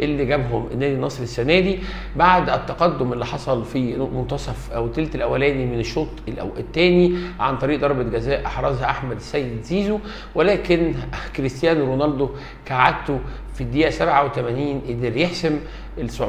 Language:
Egyptian Arabic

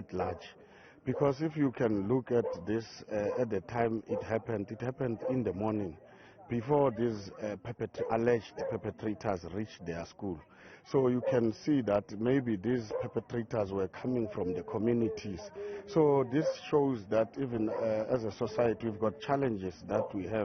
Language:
Zulu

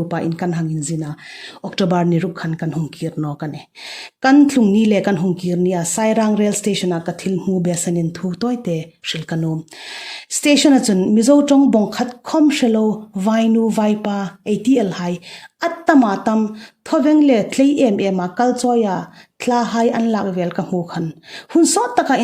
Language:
Hmar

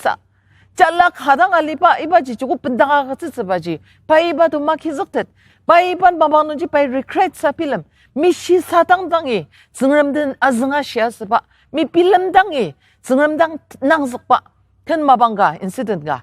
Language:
Ao Naga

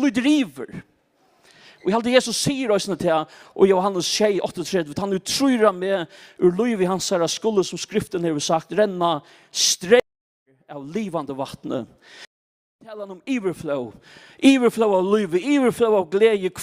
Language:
Faroese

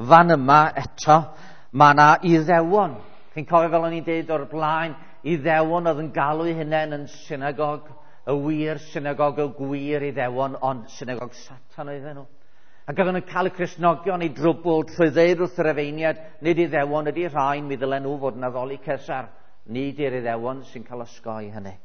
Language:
Welsh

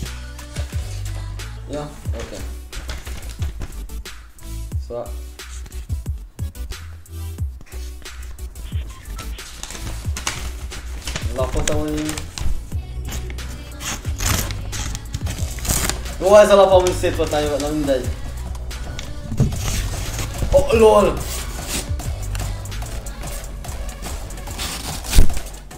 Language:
Hungarian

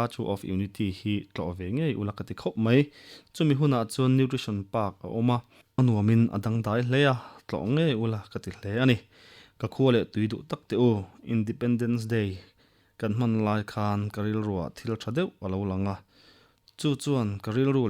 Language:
Mizo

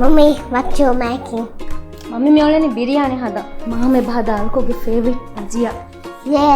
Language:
Divehi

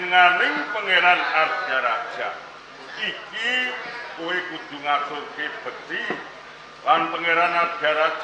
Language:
Javanese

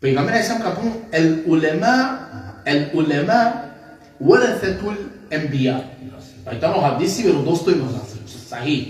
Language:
Balkan Romani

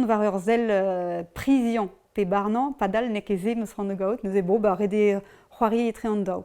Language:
Breton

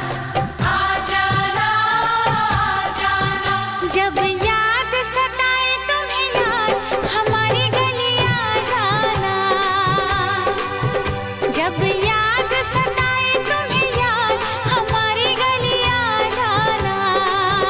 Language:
Hindi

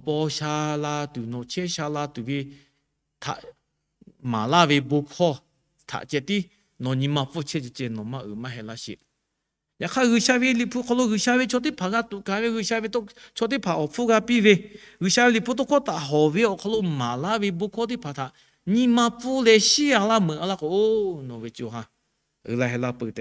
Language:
Lahu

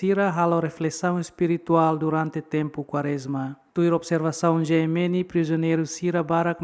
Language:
Tetum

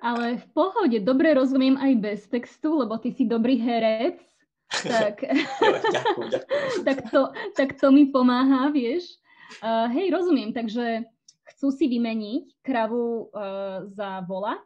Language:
Rusyn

